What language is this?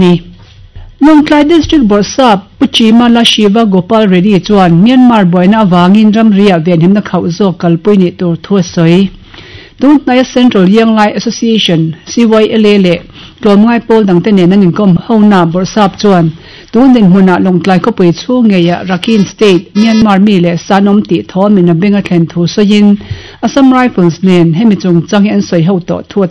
Mizo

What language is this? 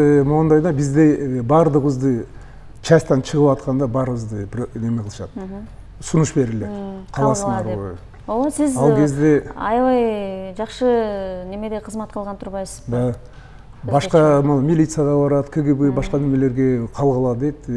Kyrgyz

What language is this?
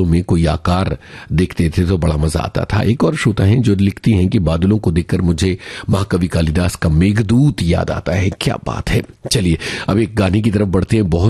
Hindi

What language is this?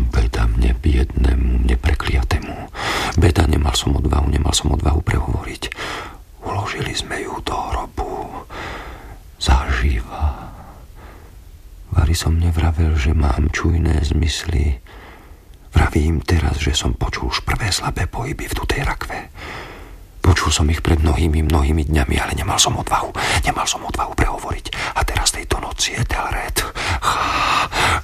Slovak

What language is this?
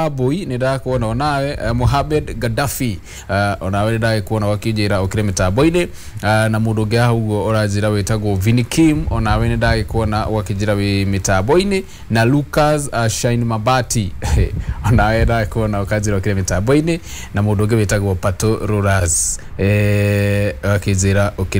Kikuyu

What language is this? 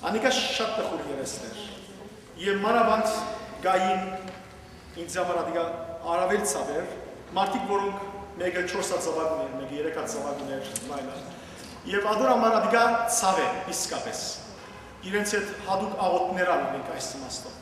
Western Armenian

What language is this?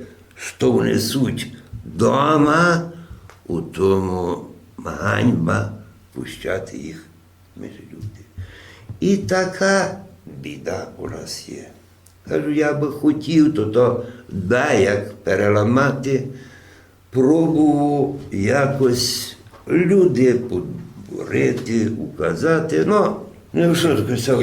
Rusyn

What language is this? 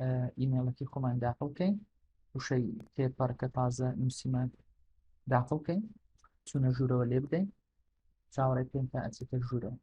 Central Kurdish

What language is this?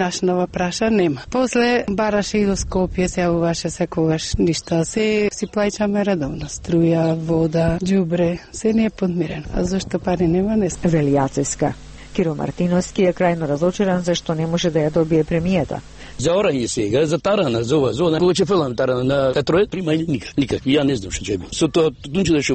Macedonian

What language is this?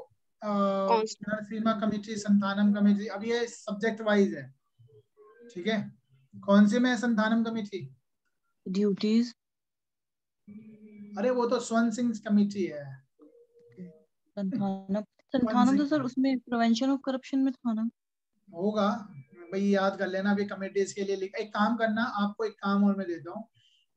Hindi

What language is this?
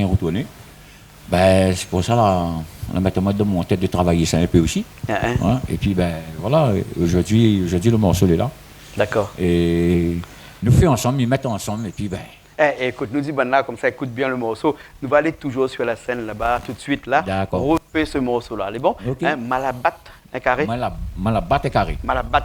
Réunion Creole French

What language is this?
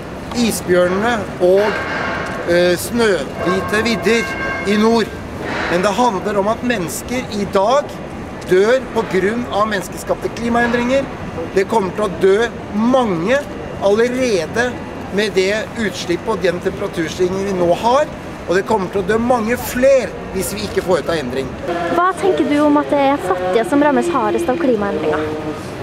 Norwegian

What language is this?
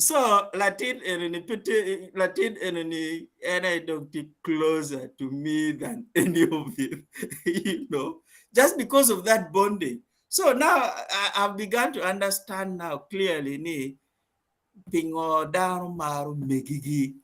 Acoli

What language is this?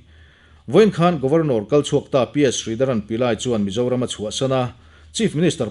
Mizo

